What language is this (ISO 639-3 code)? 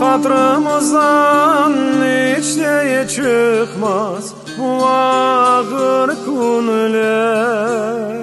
crh